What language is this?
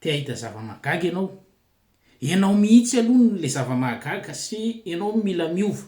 Malagasy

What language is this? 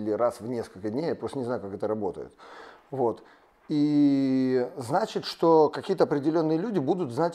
Russian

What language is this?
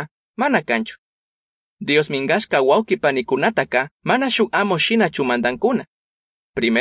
Chimborazo Highland Quichua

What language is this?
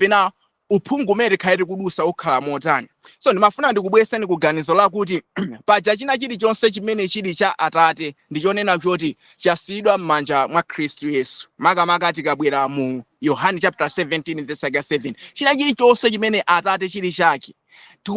Nyanja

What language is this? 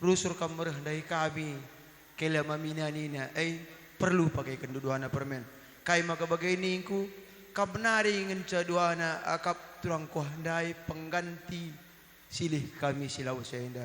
Batak Karo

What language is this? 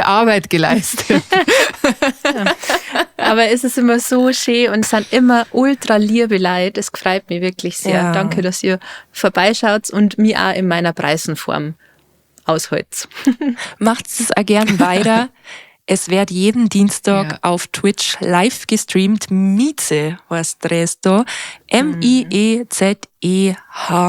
Bavarian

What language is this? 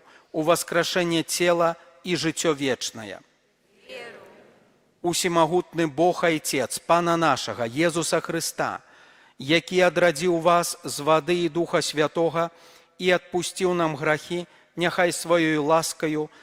Belarusian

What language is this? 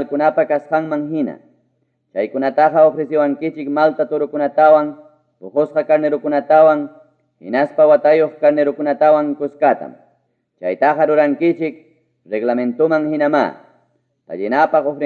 Ayacucho Quechua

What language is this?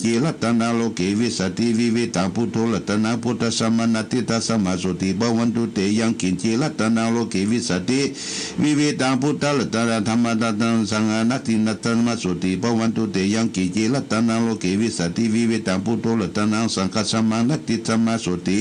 Pali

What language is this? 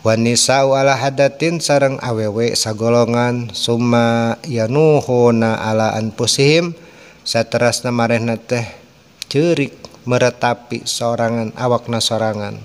Sundanese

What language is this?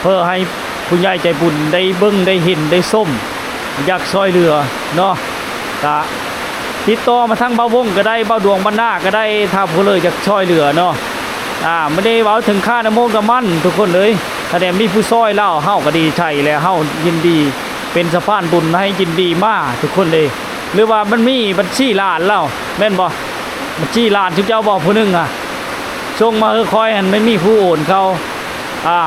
Lao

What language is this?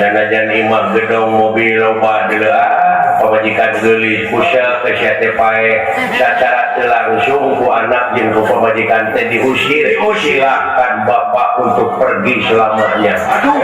Sundanese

